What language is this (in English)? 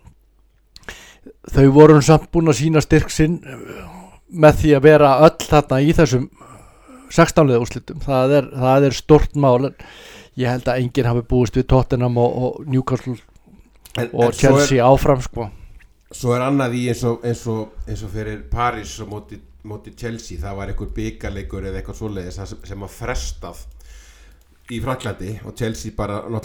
Icelandic